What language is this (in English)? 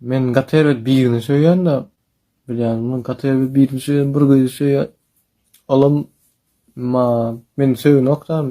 Turkmen